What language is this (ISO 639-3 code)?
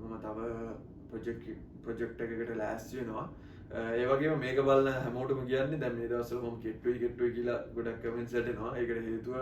sin